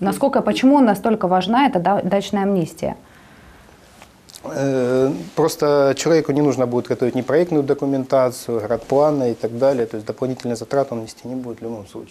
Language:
Russian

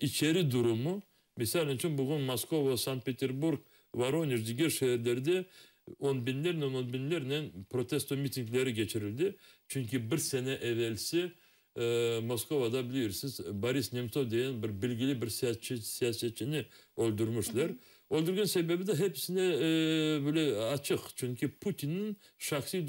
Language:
Crimean Tatar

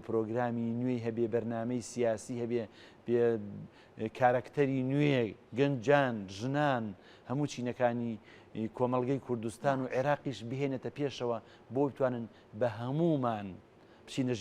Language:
Central Kurdish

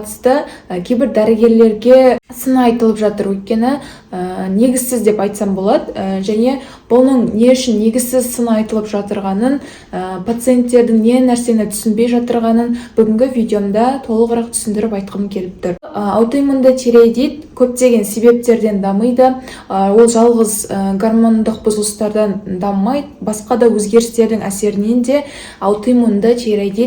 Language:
Kazakh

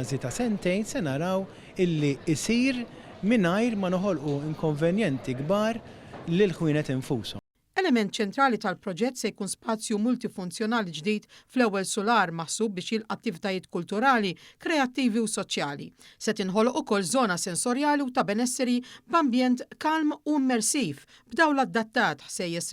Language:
Maltese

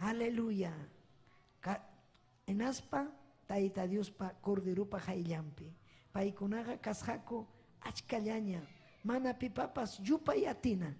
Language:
Ayacucho Quechua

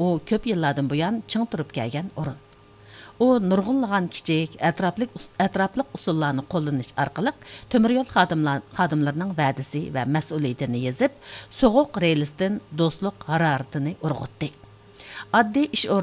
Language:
Uyghur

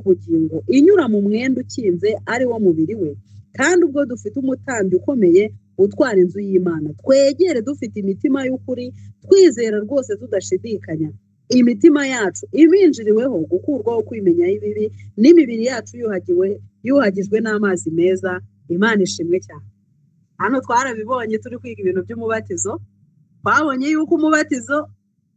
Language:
Kinyarwanda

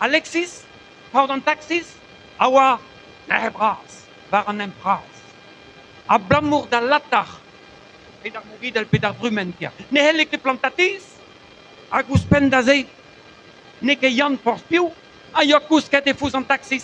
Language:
Breton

